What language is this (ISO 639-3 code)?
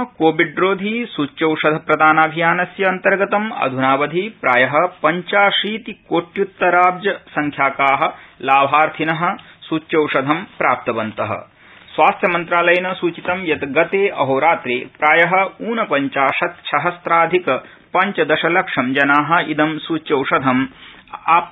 san